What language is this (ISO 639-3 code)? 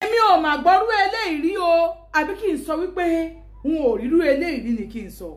yor